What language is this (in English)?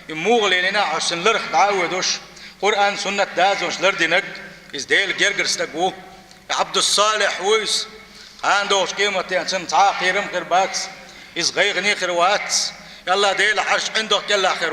Chechen